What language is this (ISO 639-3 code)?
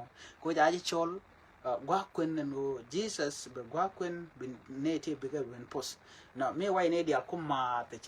nus